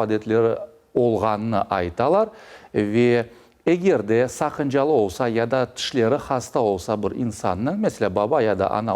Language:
Crimean Tatar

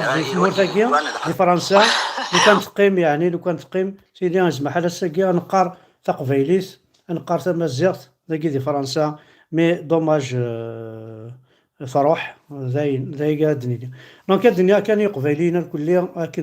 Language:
Kabyle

